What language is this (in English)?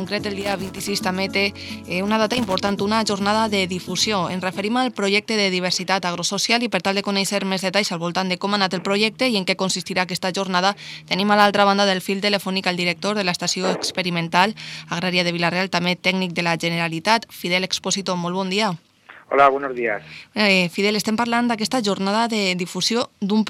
Catalan